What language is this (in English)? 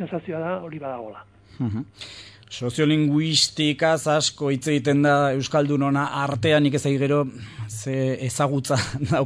Basque